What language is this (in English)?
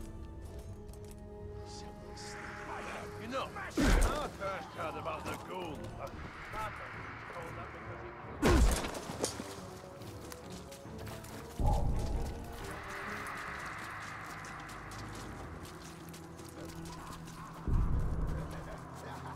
English